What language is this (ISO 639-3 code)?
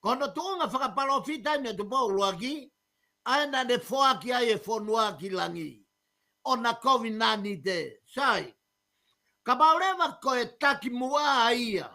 ton